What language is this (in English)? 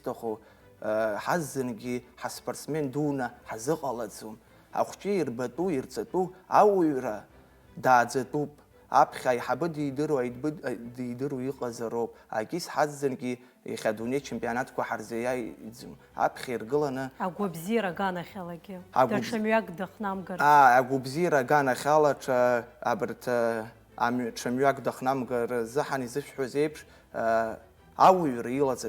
Abkhazian